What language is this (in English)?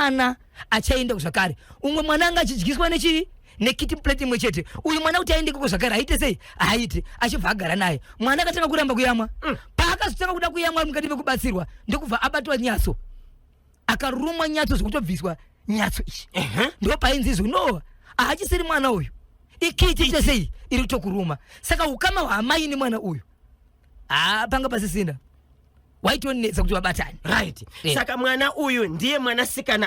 Shona